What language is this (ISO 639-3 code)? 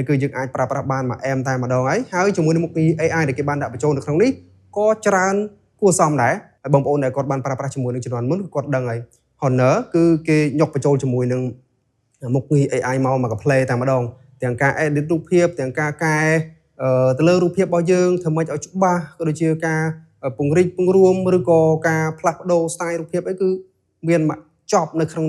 khm